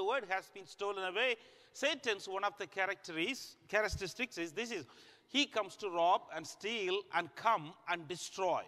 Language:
English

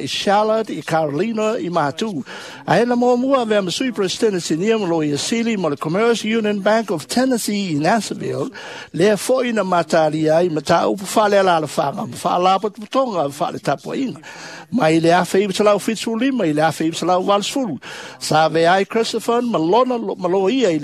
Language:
Samoan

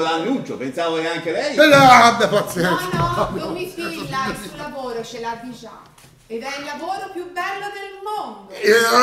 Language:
Italian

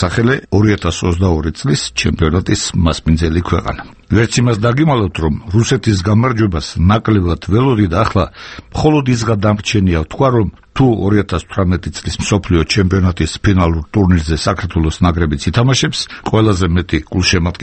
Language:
Georgian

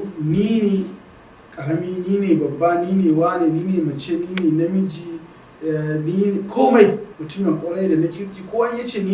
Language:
Hausa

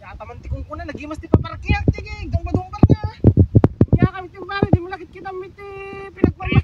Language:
Iloko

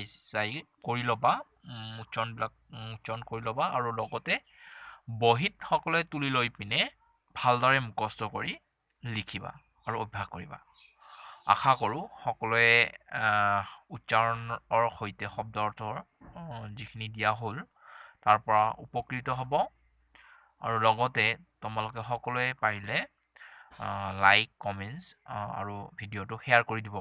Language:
Assamese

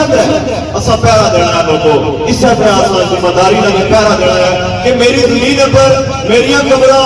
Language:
Pahari-Potwari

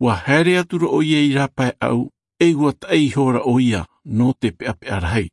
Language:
Tahitian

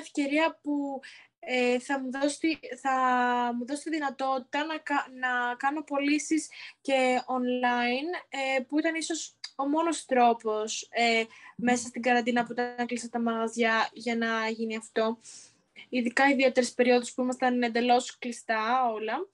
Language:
Greek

